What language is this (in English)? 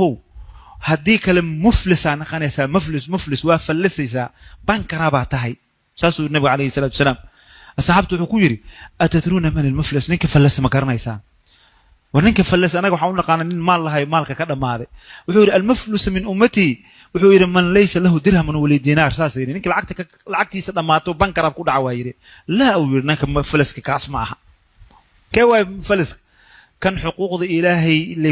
Somali